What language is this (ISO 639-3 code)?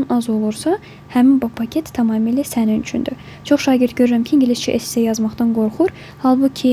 aze